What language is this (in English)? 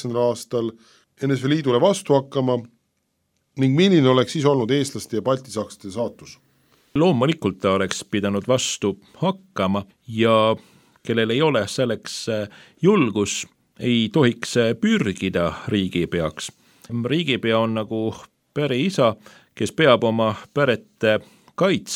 Estonian